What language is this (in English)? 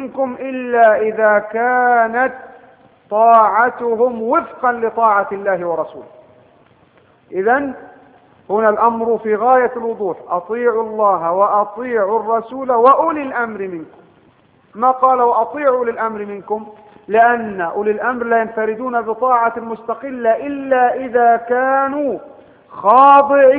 Arabic